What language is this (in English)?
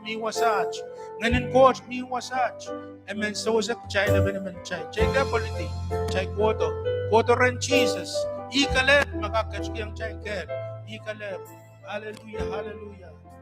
Pohnpeian